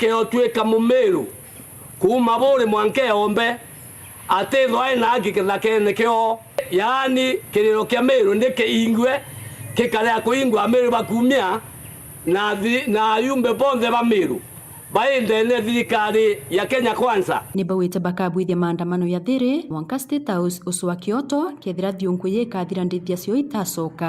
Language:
Meru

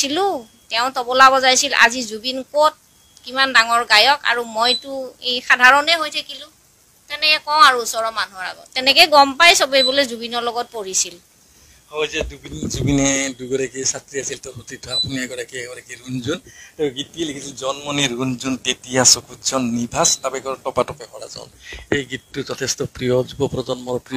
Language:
Assamese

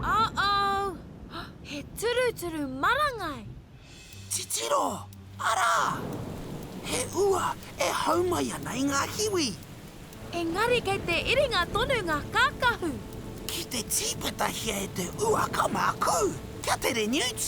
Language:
Māori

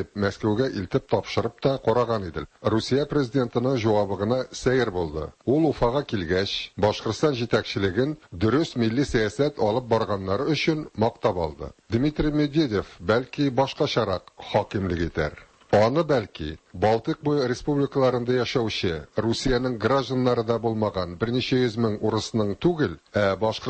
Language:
Tatar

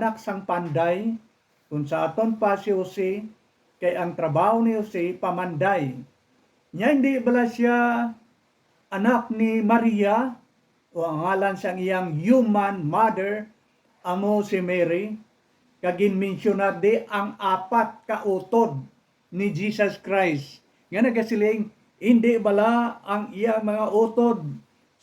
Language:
Hiligaynon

